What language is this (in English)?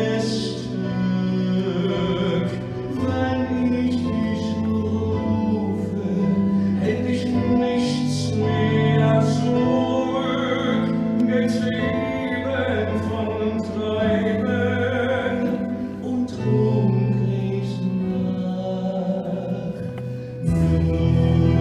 German